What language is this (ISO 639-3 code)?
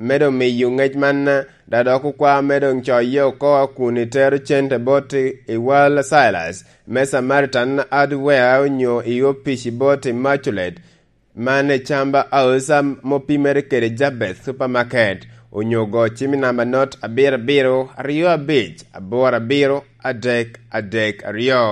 laj